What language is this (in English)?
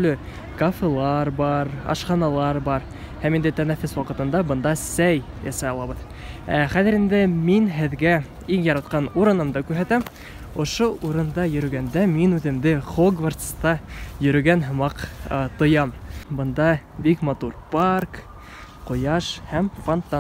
Bashkir